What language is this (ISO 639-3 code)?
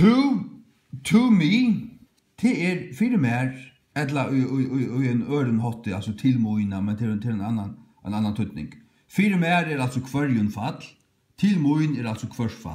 fao